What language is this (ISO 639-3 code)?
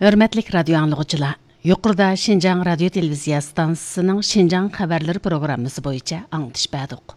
uig